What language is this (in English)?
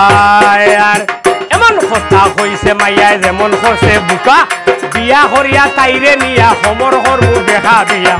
Sylheti